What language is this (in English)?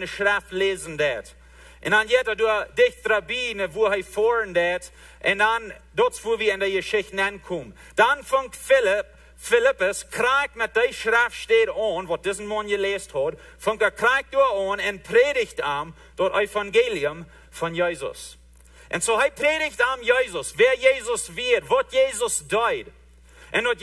Plautdietsch